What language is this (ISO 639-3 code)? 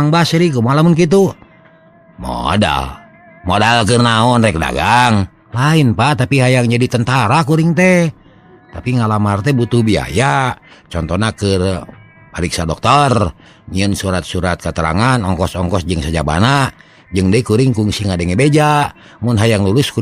sun